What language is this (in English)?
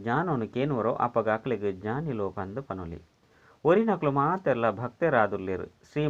Tulu